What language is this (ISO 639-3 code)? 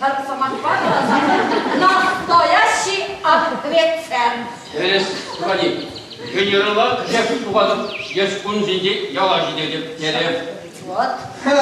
chv